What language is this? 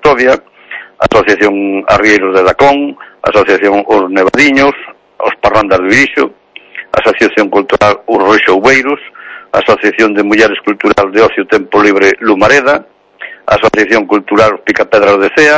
Galician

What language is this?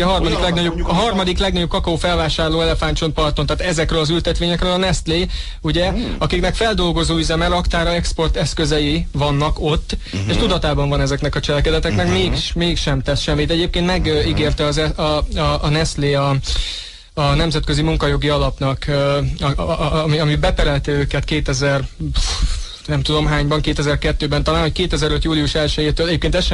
Hungarian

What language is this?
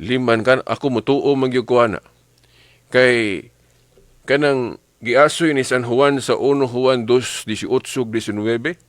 Cebuano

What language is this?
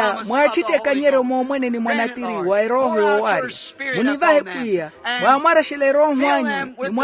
Makhuwa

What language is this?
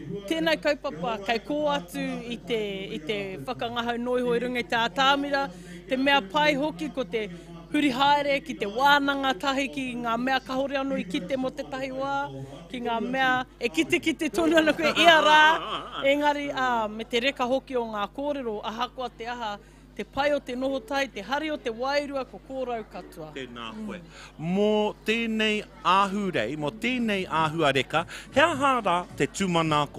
Māori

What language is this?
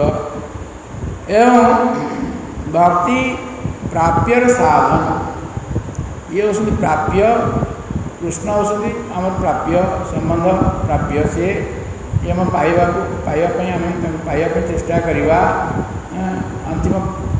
Odia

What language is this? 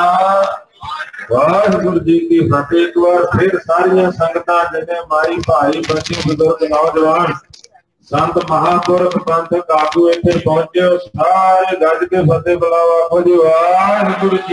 Punjabi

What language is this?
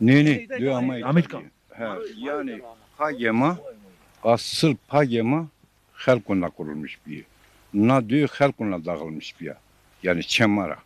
Zaza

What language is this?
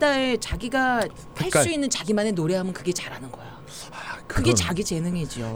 Korean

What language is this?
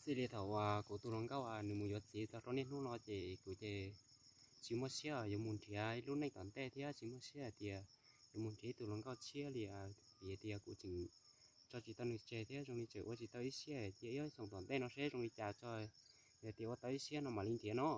Hmong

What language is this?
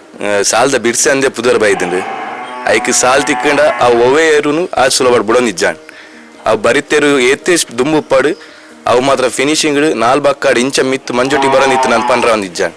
Tulu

